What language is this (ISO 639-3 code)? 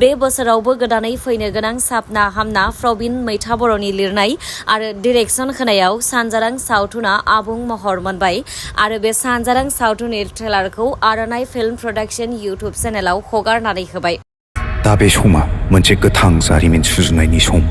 brx